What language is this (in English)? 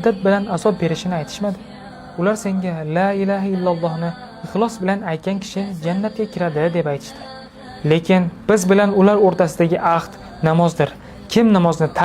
Uzbek